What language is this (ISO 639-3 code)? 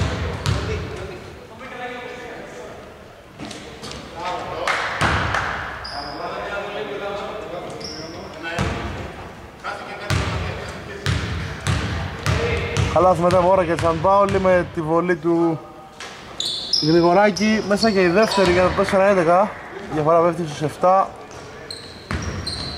ell